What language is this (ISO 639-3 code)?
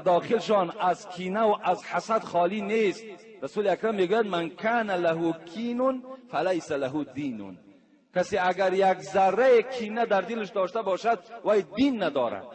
tgk